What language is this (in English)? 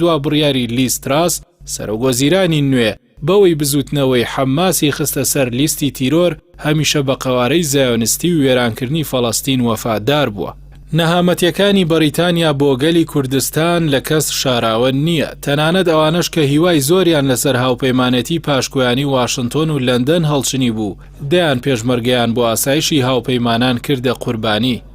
Central Kurdish